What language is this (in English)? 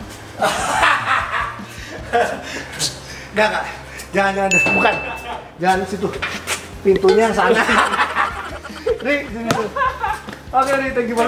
Indonesian